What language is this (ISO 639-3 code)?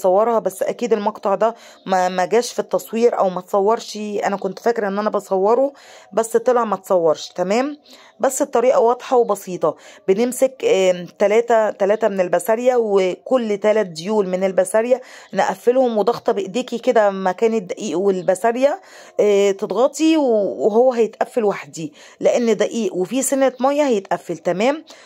arz